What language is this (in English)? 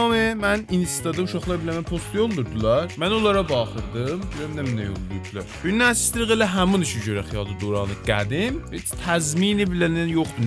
South Azerbaijani